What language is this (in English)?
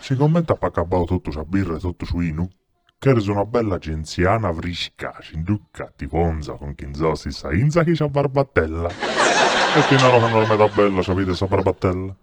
Sardinian